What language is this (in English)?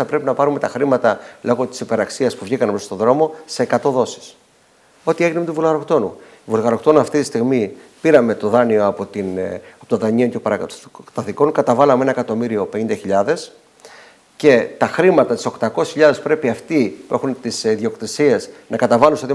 Greek